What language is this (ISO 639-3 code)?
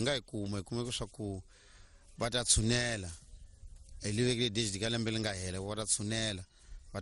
tso